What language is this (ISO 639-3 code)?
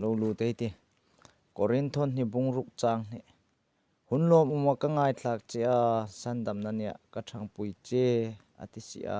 hmr